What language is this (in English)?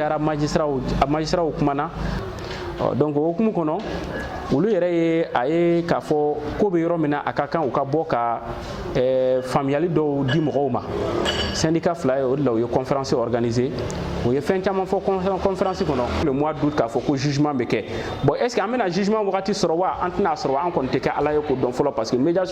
Bambara